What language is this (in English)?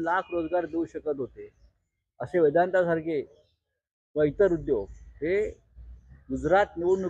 Marathi